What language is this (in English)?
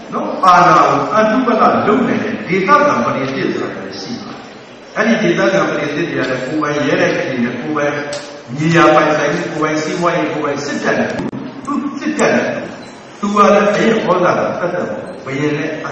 Burmese